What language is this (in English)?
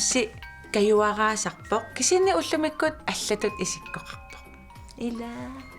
Kalaallisut